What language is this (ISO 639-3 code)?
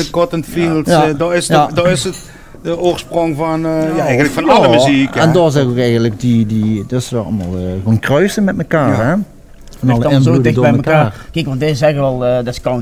lim